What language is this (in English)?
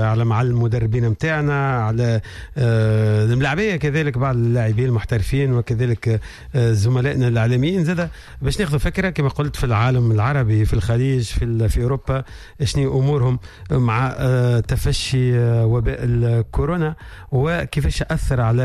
Tunisian Arabic